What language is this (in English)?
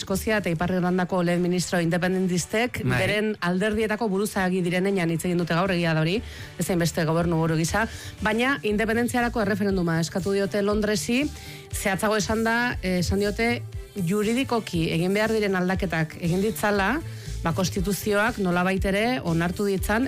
Basque